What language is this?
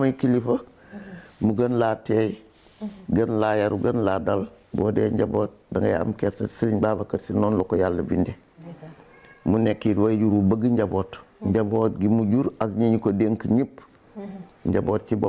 Wolof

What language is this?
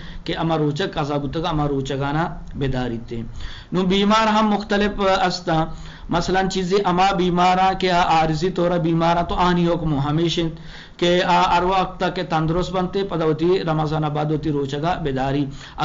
Eastern Balochi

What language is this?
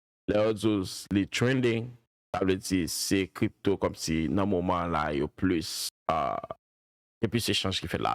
Haitian Creole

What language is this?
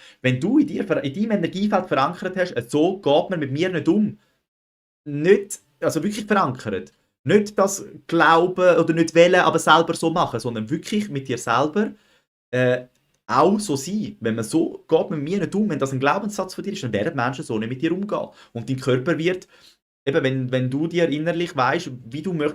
Swiss German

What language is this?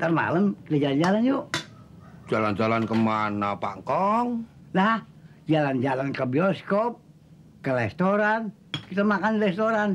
Betawi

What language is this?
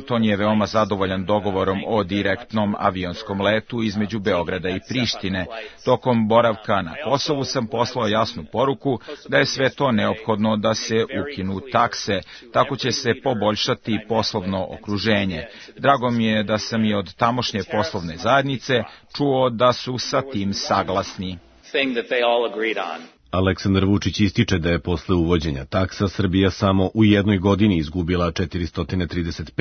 Serbian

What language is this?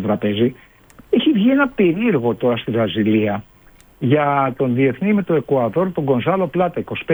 Greek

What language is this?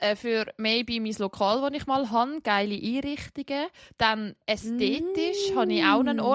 Swiss German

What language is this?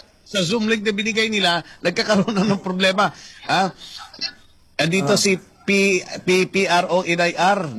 Filipino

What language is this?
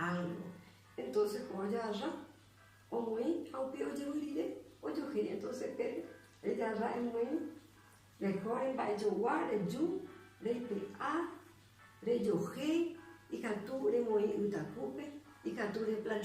Guarani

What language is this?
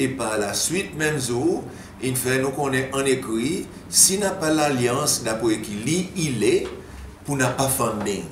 Seselwa Creole French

